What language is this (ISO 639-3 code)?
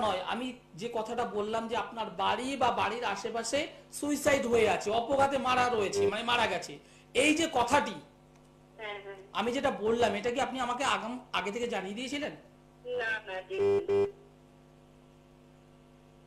ben